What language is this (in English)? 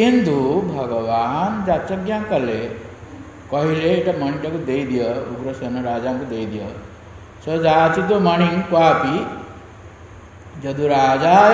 Odia